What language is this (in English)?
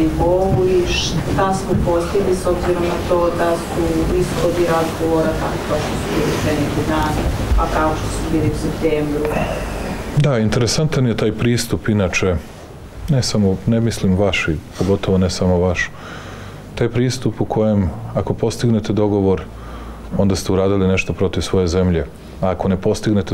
Serbian